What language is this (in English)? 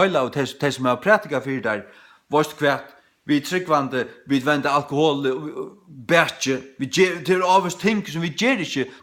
Faroese